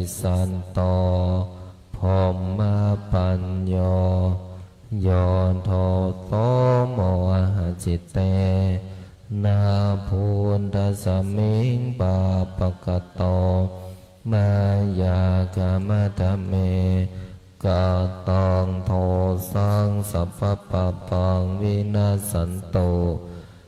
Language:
Pali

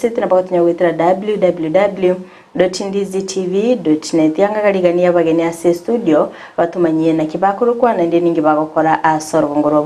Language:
Gusii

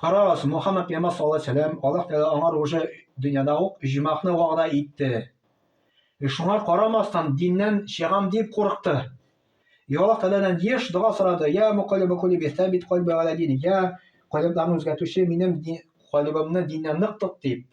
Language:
Tatar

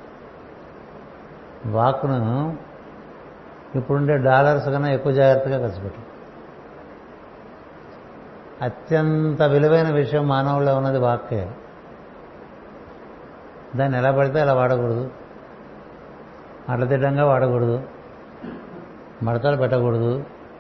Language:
Telugu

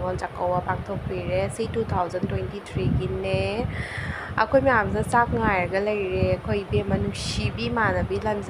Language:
Manipuri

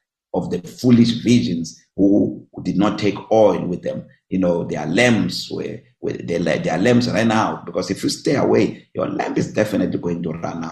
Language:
English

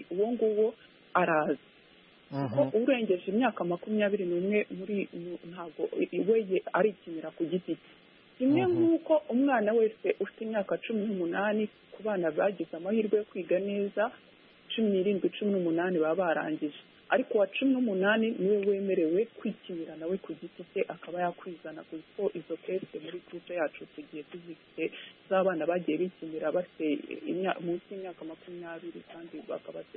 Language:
Kinyarwanda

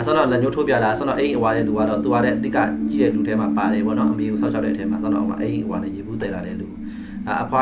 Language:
Burmese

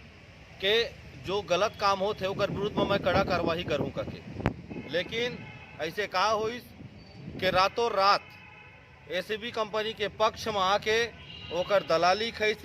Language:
Chhattisgarhi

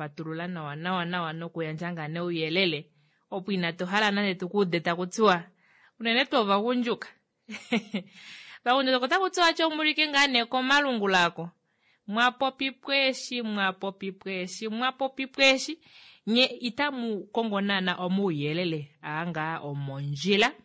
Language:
Kuanyama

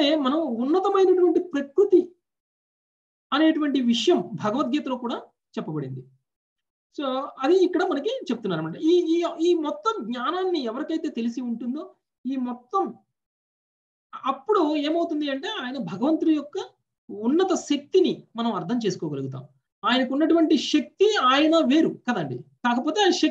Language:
Telugu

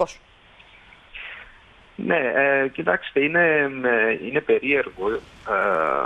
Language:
Greek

